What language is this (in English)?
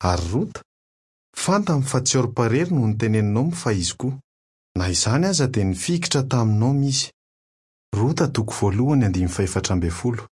Malagasy